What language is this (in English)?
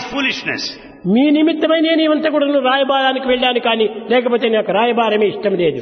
Telugu